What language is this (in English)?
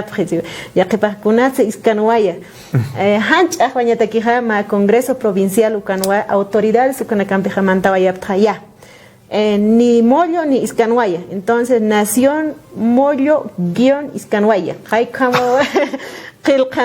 Aymara